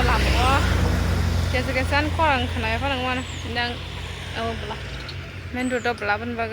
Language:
Kok Borok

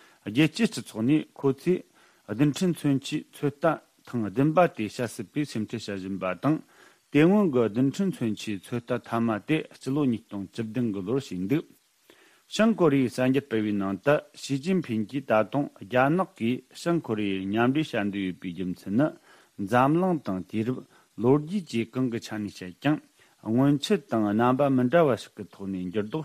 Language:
Tibetan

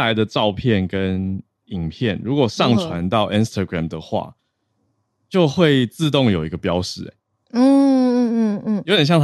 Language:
Chinese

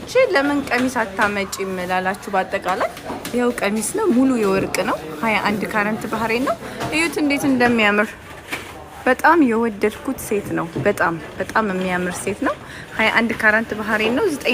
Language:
Amharic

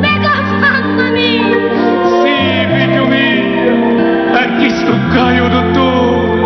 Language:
Neapolitan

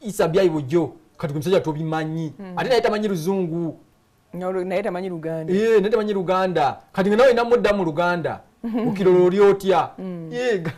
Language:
Ganda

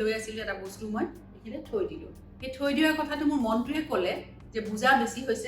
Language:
Assamese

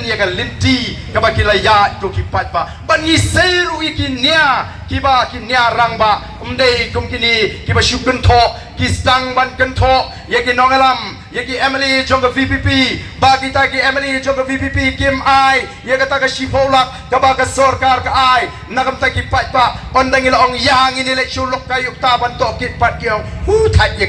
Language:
Khasi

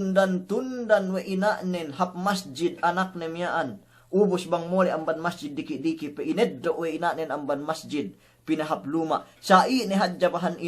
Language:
Yakan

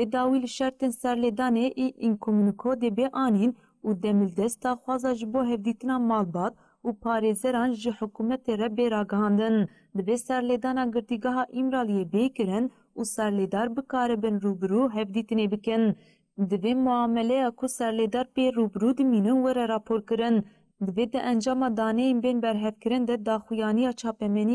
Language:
Kurdish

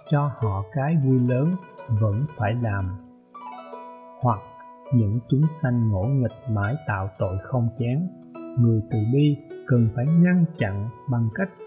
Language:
Vietnamese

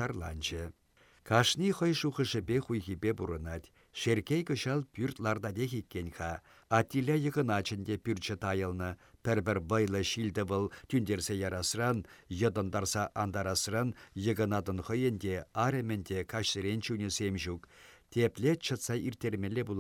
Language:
Chuvash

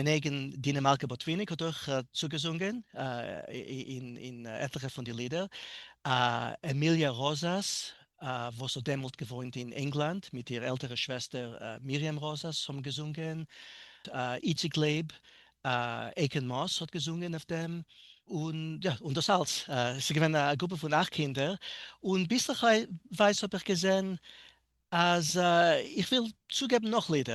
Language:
Yiddish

